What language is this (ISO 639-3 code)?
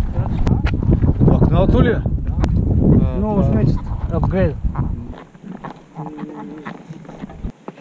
bul